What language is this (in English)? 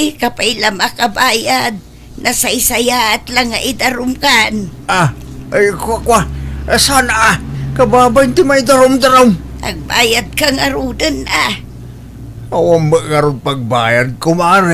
Iloko